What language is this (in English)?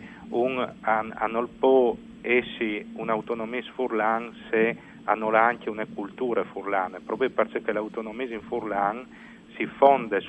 Friulian